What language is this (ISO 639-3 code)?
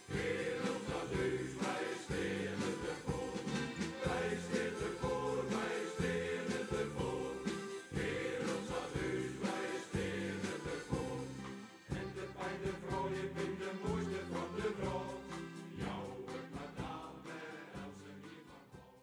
fry